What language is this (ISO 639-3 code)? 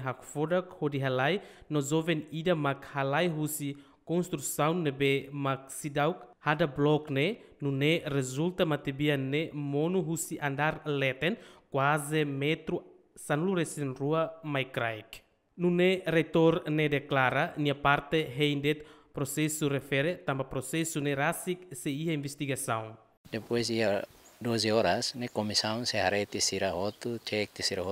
tet